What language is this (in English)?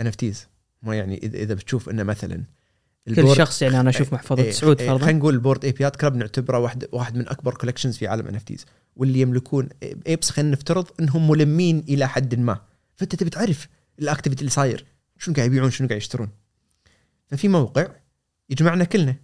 Gulf Arabic